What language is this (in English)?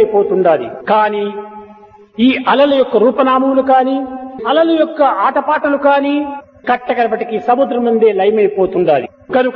Telugu